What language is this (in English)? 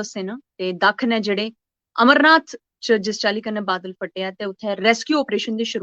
Dogri